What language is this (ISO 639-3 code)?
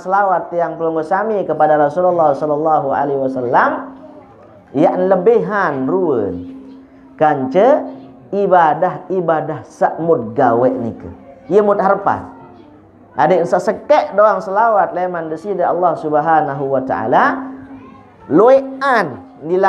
sas